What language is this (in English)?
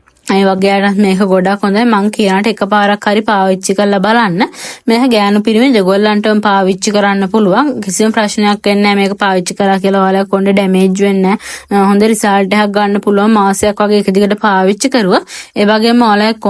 Sinhala